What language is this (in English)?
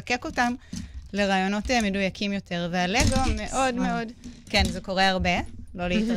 Hebrew